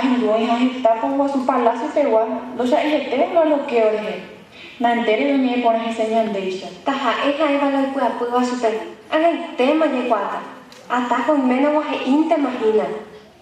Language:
Guarani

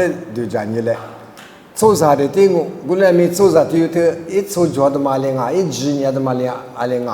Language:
Lisu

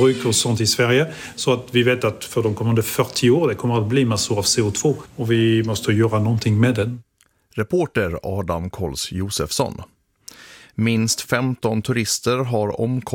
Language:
Swedish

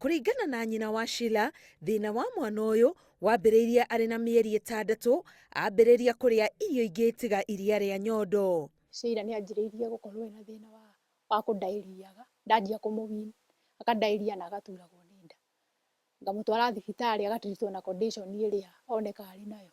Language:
Kikuyu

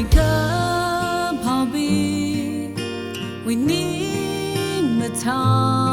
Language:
Tangkhul Naga (India)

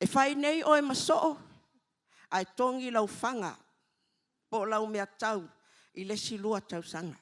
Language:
Samoan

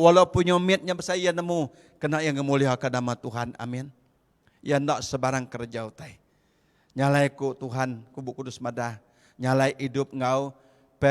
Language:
Iban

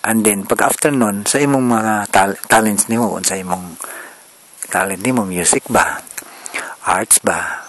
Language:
Cebuano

